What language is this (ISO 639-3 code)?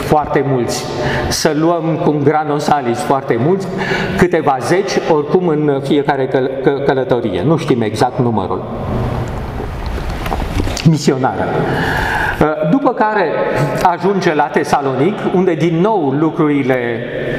ron